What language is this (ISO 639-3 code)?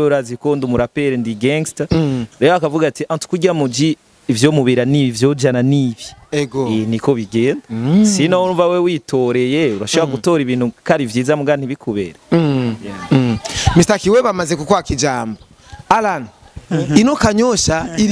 run